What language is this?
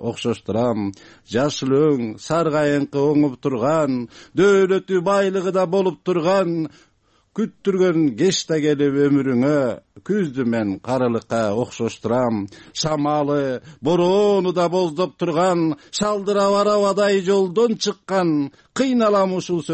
Kyrgyz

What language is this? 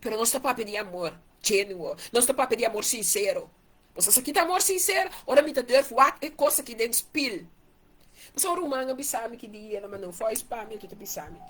Papiamento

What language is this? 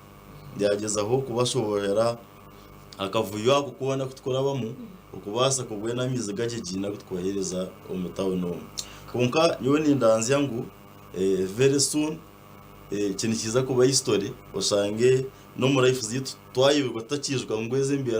Nyankole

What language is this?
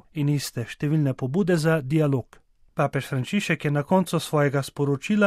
Slovenian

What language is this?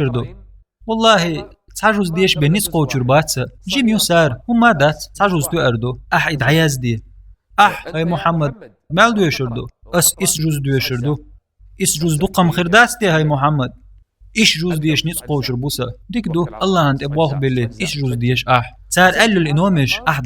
Chechen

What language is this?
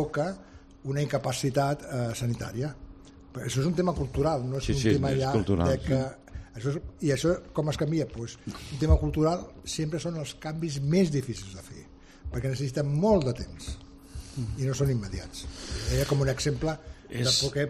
Catalan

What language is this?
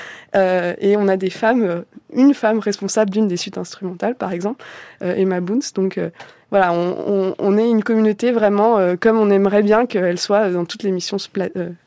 French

